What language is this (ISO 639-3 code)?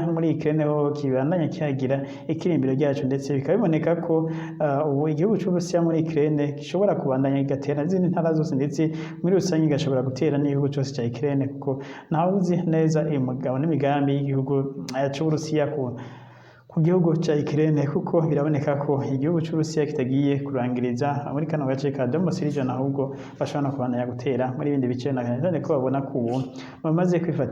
run